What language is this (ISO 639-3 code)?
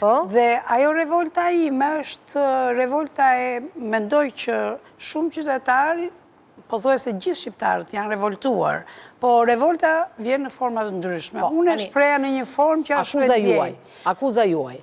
sqi